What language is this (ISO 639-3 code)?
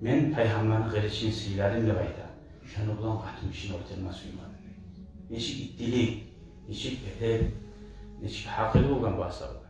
kum